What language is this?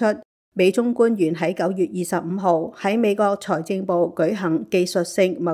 Cantonese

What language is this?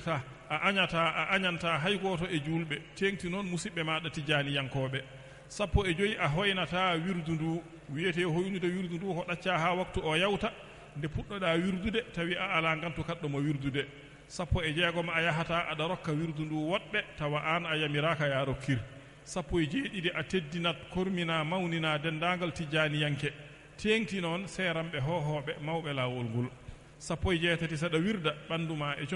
Fula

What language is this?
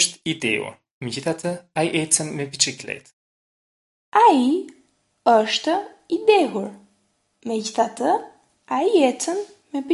Albanian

